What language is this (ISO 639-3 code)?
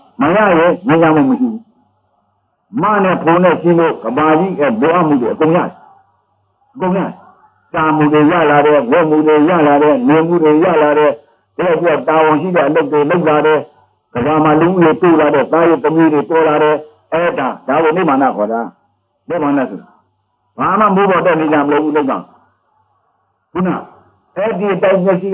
mya